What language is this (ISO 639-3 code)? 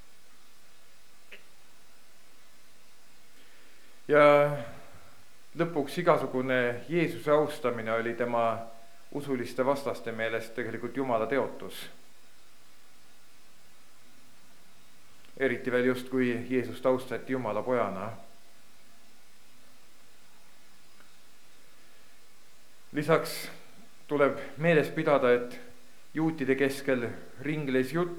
est